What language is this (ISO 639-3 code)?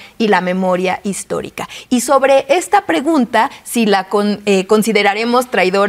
spa